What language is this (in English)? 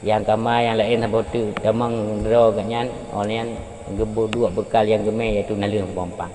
Achinese